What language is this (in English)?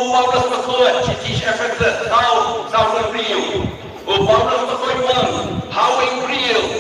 Khasi